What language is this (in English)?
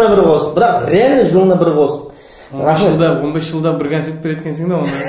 Kara-Kalpak